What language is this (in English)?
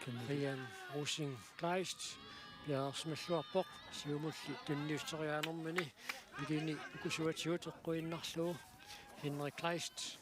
Kalaallisut